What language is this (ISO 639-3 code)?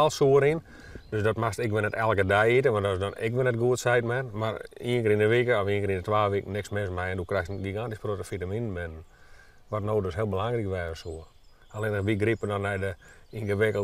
fry